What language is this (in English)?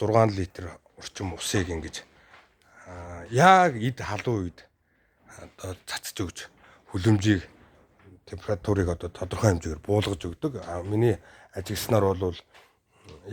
Mongolian